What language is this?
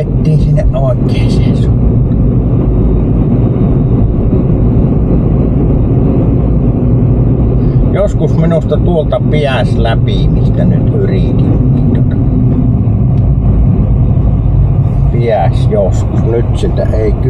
Finnish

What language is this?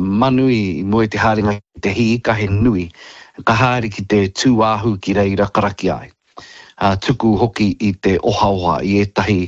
Māori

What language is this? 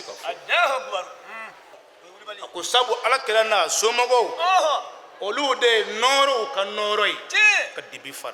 Bambara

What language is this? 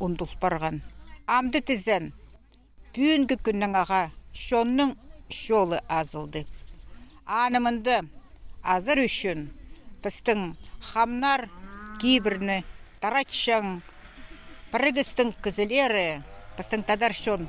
Khakas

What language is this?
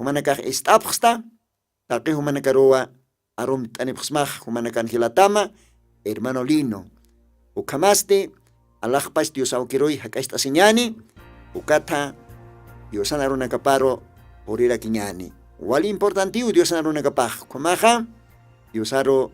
Aymara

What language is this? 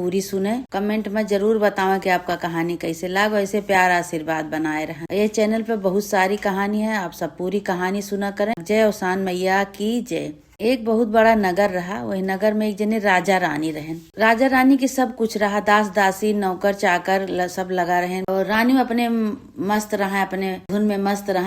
Awadhi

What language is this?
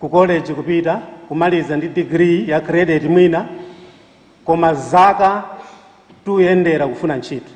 Nyanja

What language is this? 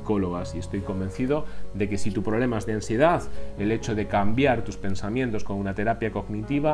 Spanish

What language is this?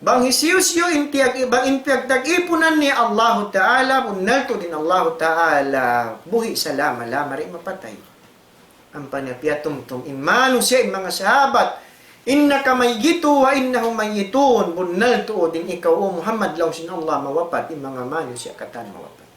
Tausug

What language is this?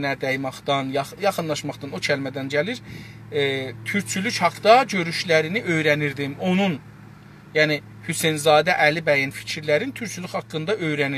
South Azerbaijani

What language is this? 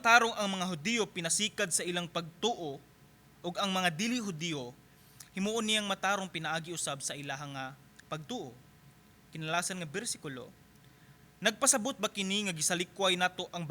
Cebuano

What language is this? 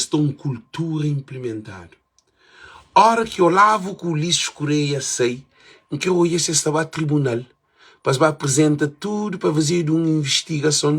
Kabuverdianu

